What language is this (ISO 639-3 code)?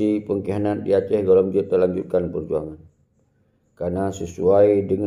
ace